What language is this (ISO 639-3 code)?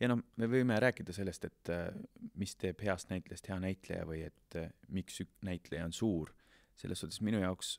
est